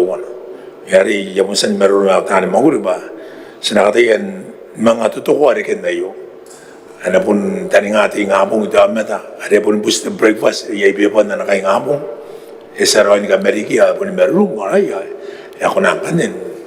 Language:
Gilbertese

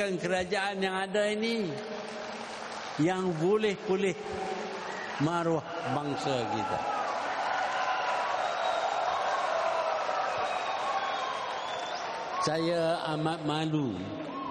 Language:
Malay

